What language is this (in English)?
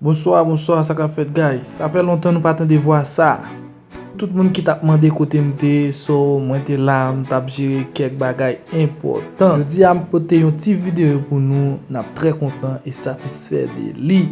Haitian Creole